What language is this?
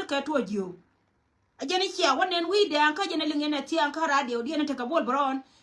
Nuer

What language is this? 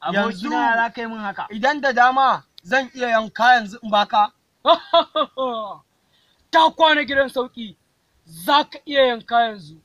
Hausa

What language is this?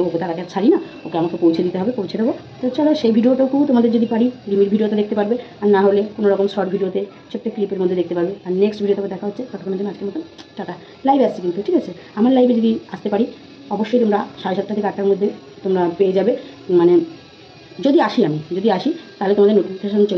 Bangla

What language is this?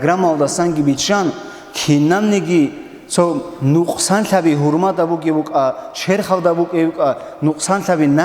Avaric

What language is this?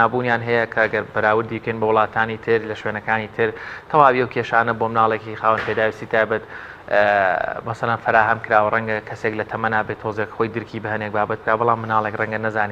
Central Kurdish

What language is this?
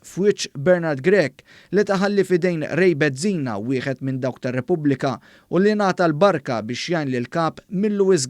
Maltese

